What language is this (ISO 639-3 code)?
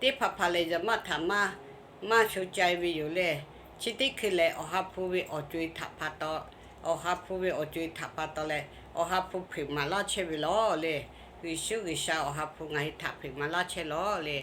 lhu